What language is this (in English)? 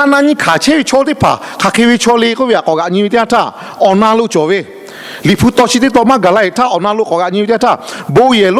Lahu